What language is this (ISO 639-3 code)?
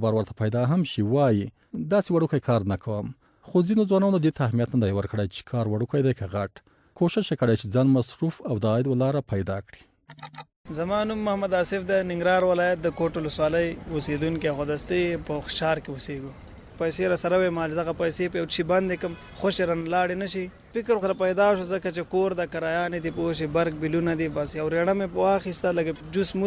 pus